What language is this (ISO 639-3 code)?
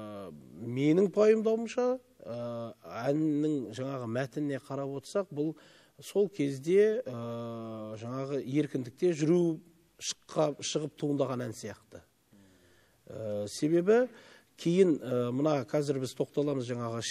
kaz